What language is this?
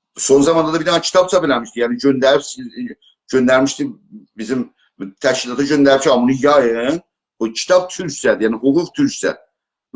South Azerbaijani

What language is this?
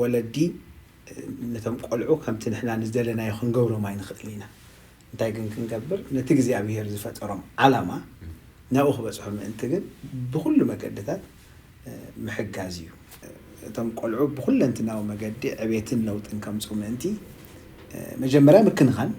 Tigrinya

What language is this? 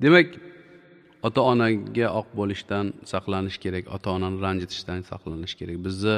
Uzbek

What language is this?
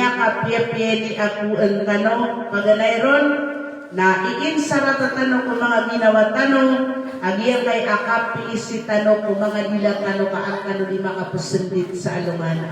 Maranao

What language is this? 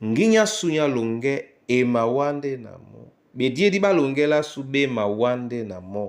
Duala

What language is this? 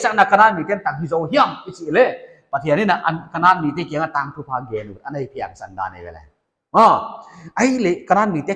Paite Chin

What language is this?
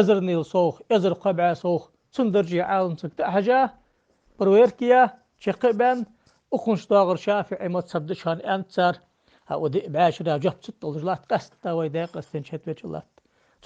Ingush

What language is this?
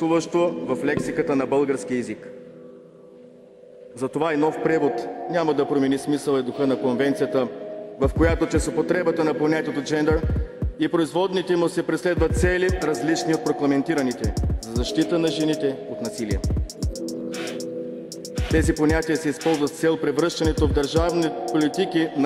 Bulgarian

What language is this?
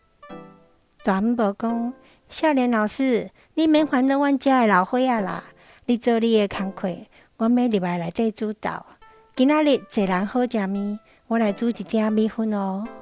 Min Nan Chinese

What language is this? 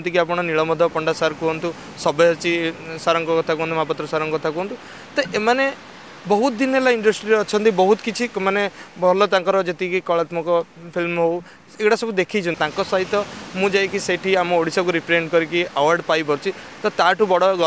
Odia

